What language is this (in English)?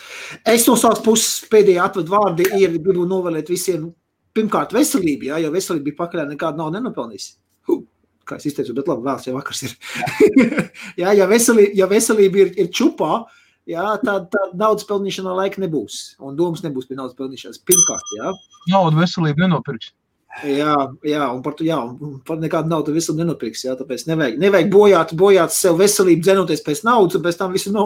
Latvian